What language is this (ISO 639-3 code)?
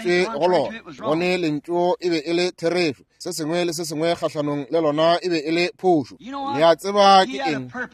nso